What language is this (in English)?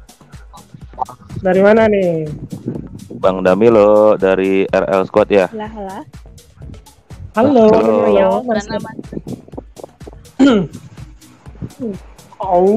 Indonesian